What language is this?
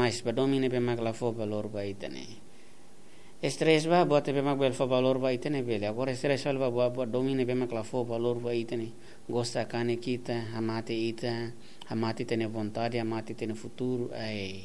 Tetum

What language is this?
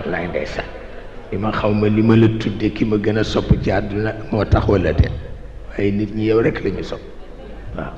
Wolof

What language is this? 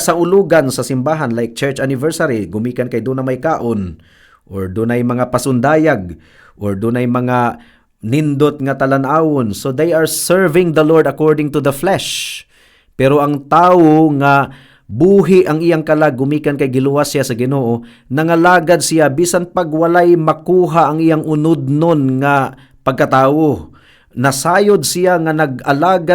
Cebuano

